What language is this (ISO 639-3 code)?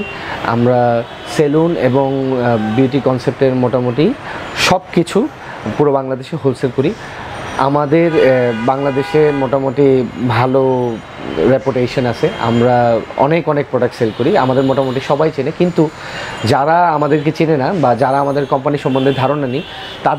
ben